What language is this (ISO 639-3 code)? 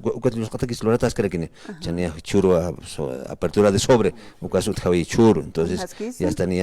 aym